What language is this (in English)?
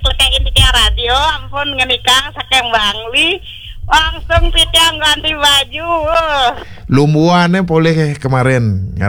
Balinese